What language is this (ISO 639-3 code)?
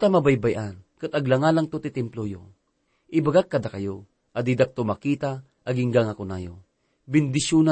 ilo